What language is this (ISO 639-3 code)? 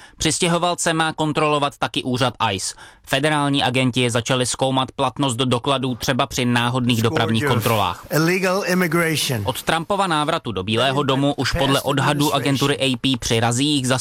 ces